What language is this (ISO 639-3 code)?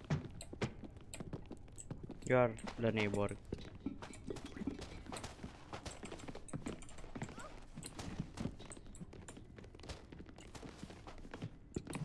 ron